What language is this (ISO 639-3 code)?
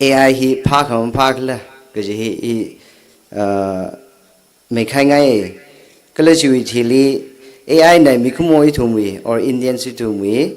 nmf